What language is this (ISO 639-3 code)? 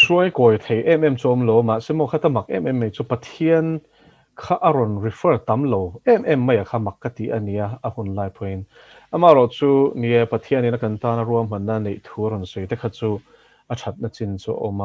lus